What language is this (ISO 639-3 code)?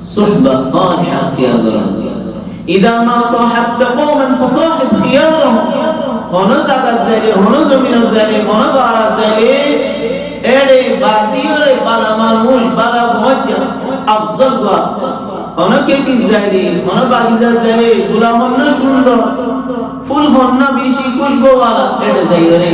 rhg